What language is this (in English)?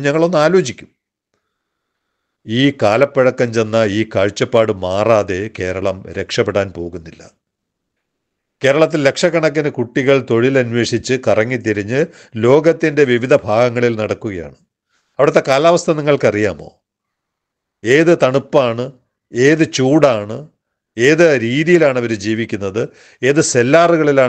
Malayalam